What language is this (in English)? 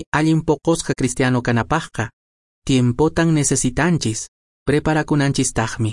Quechua